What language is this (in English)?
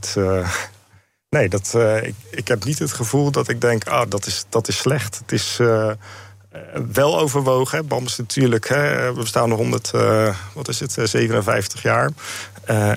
Dutch